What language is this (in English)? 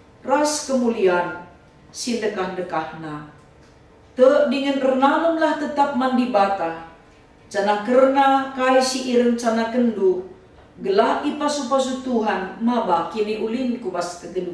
Batak Karo